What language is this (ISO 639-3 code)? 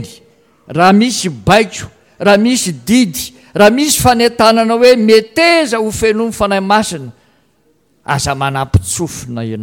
mlg